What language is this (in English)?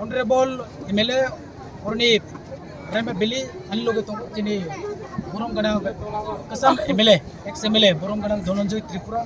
Kok Borok